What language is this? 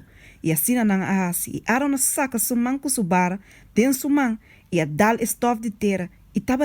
Papiamento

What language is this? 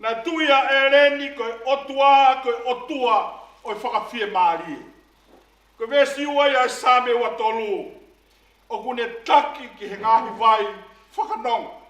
Tongan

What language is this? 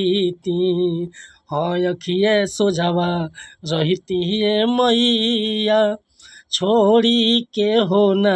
Bhojpuri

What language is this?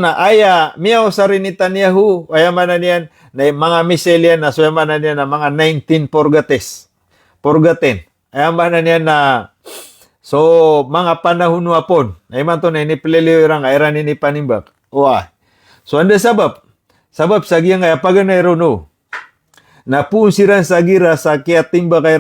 Maranao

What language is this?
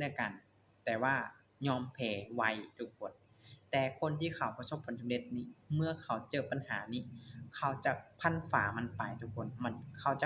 Lao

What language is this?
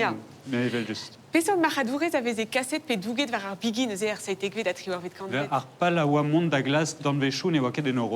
Breton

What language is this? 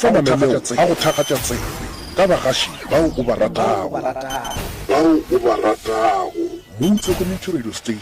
Northern Sotho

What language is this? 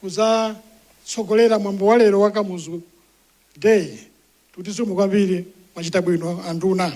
Nyanja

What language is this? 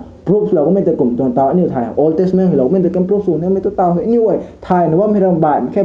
Rongmei Naga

